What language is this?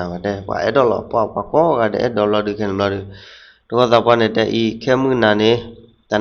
S'gaw Karen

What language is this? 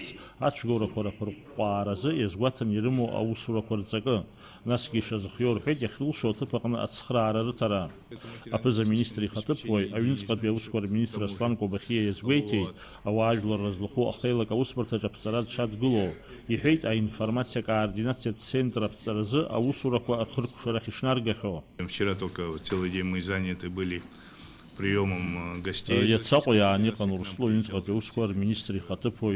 Abkhazian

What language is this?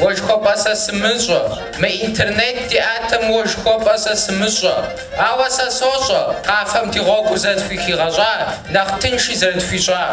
Kabardian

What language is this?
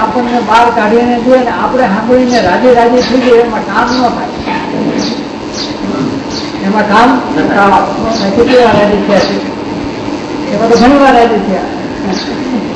Gujarati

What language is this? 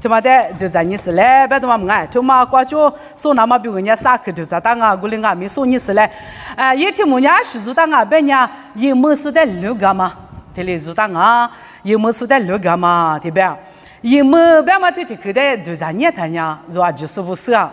Lisu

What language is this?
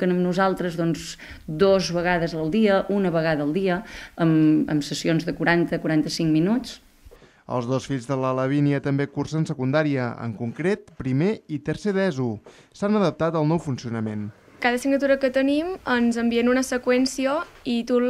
Catalan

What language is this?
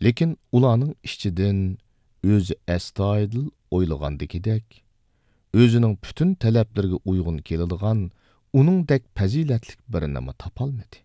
Uyghur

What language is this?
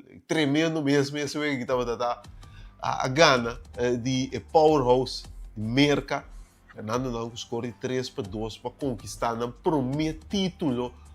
Papiamento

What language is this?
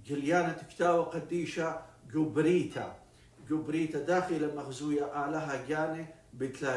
Assyrian Neo-Aramaic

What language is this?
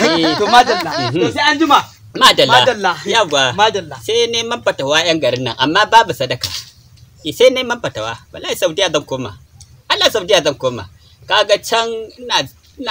Hausa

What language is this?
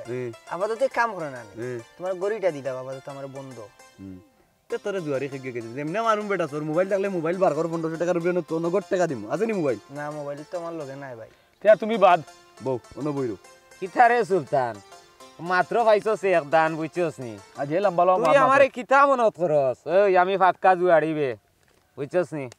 Sylheti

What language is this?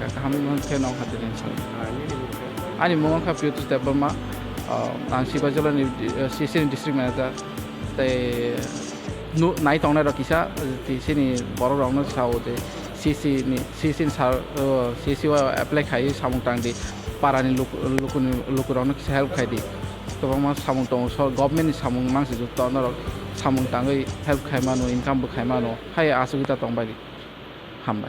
Kok Borok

